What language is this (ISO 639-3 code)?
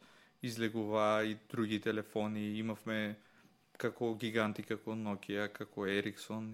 mkd